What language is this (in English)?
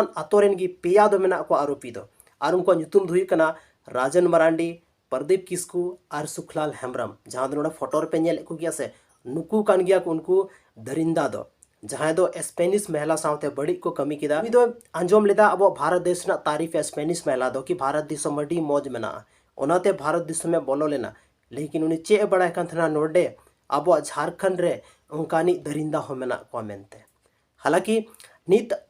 Santali